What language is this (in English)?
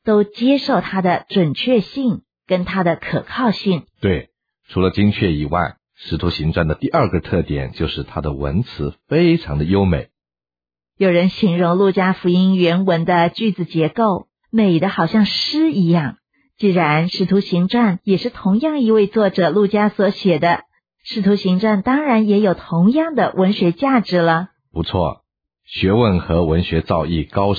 Chinese